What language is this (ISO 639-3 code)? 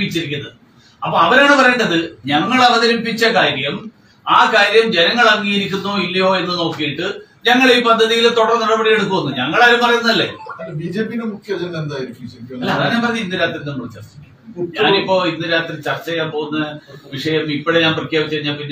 mal